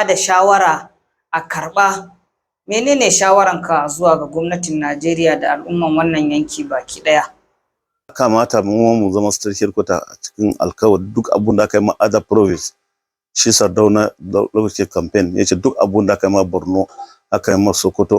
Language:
Hausa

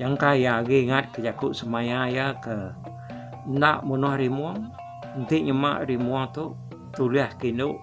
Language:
Iban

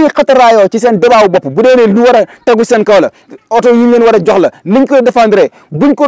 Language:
Wolof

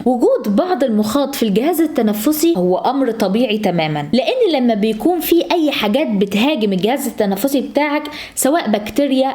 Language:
Egyptian Arabic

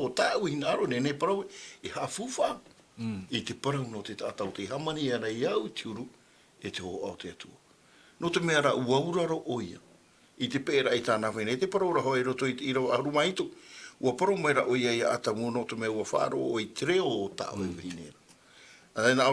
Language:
Tahitian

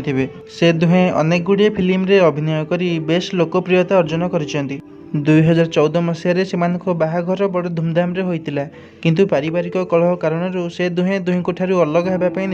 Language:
Odia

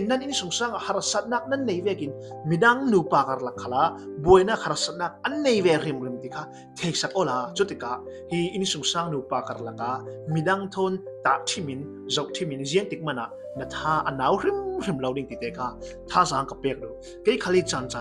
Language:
Falam Chin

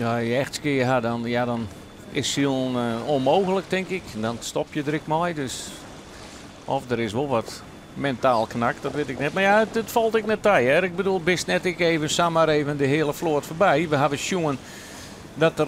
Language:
Western Frisian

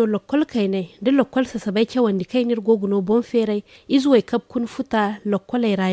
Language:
Zarma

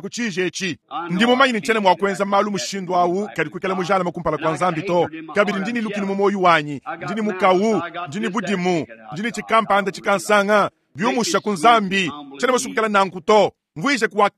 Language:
Luba-Lulua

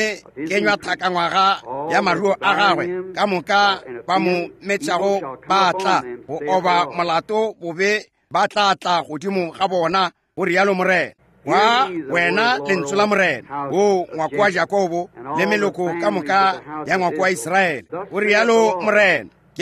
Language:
Northern Sotho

